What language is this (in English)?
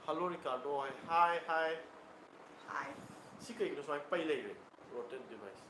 Manipuri